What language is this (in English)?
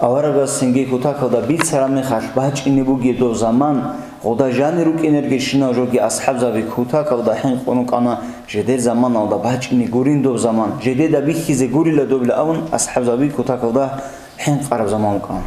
Avaric